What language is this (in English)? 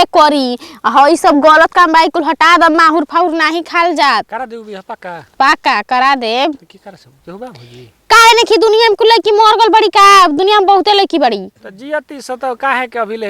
Bhojpuri